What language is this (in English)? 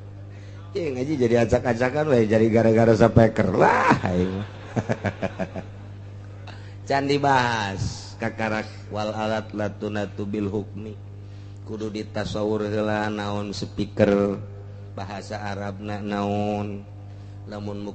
Sundanese